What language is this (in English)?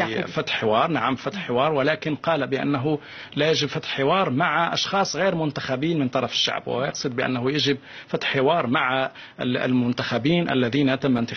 Arabic